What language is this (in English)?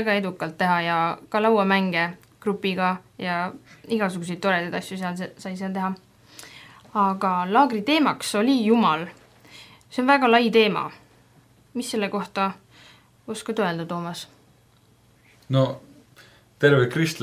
Estonian